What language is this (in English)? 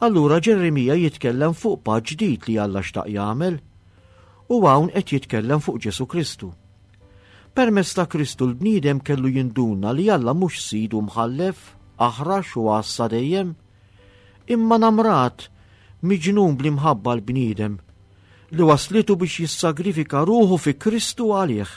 Maltese